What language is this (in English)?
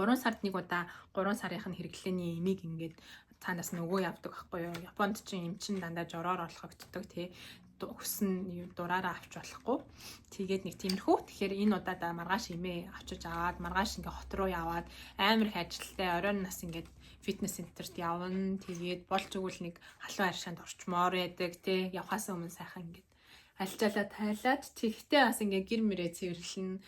Mongolian